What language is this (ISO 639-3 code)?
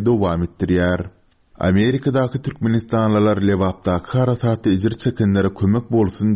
tuk